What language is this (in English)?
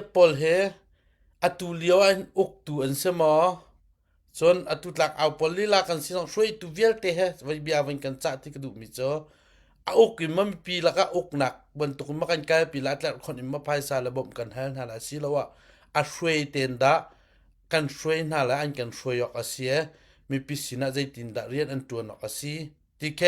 Hakha Chin